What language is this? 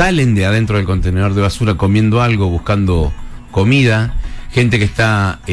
Spanish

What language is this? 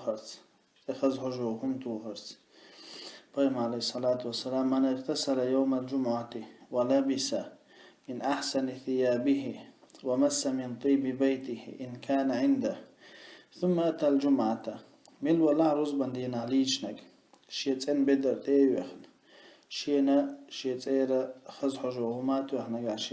Chechen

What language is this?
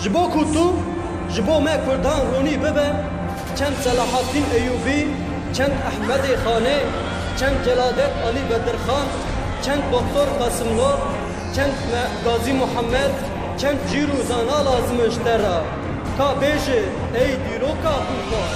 Kurdish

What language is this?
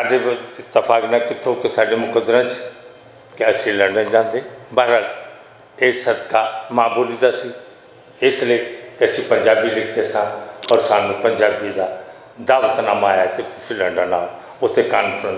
Western Panjabi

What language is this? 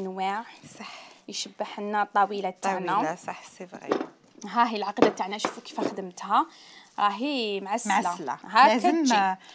Algerian Arabic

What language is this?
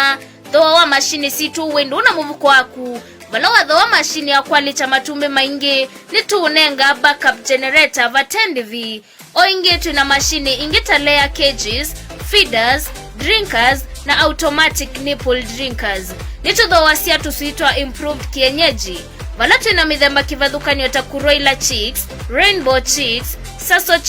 Kamba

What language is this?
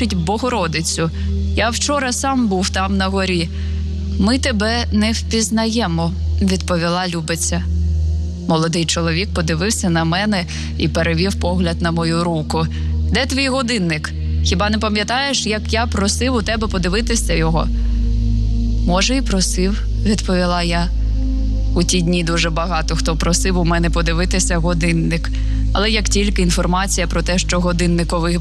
Ukrainian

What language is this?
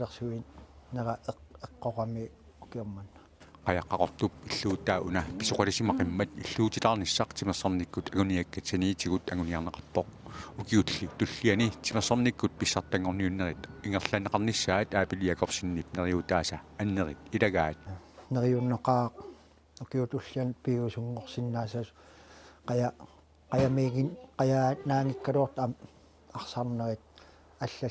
Kalaallisut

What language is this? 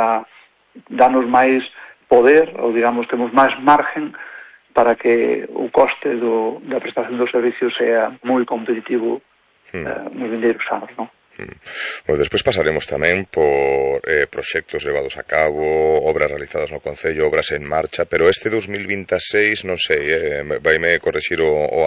Galician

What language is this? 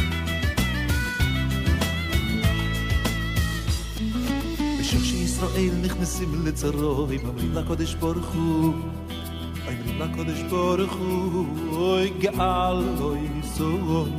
Hebrew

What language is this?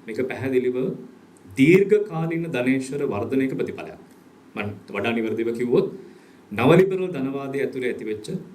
Sinhala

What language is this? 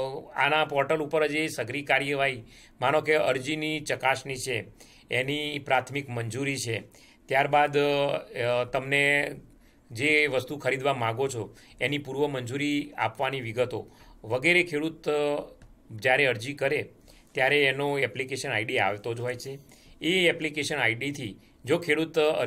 Gujarati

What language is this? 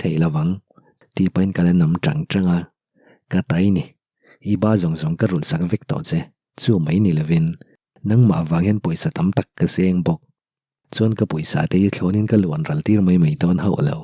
Mizo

